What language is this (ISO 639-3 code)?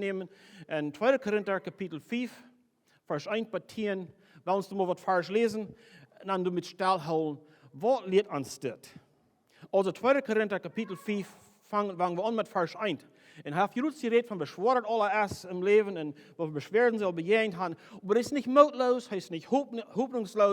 pdt